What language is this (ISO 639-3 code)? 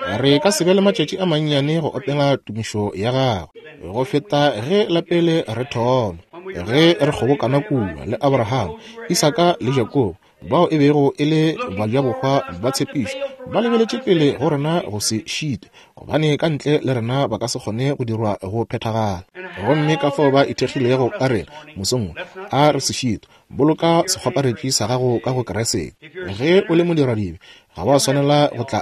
nso